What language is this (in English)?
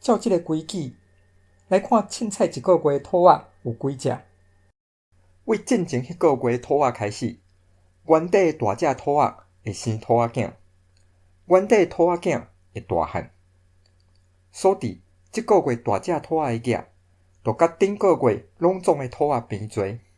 Min Nan Chinese